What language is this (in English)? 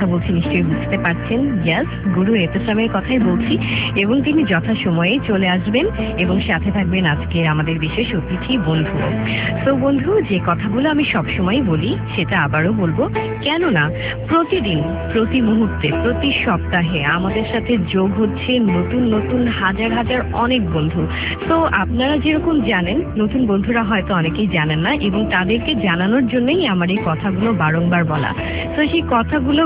Bangla